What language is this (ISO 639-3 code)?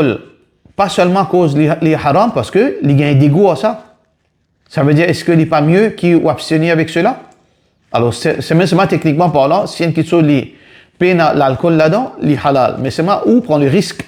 mfe